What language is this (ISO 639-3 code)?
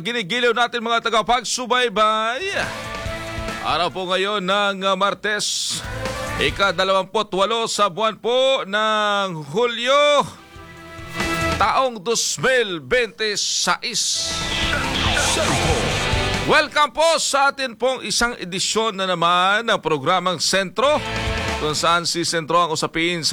fil